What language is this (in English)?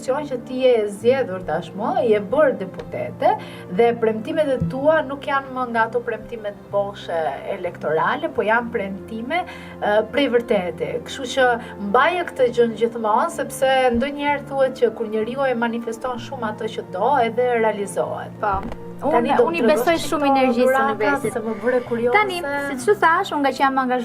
Albanian